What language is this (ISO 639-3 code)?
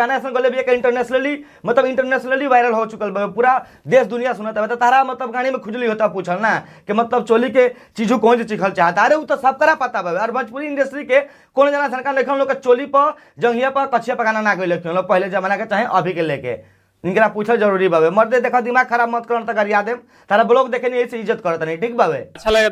bho